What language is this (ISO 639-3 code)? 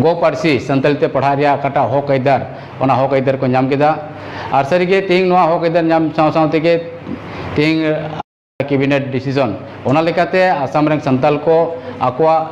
sat